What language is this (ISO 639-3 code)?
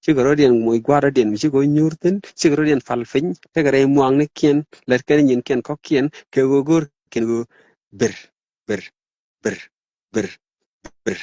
nus